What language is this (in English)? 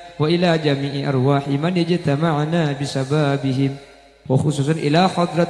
Madurese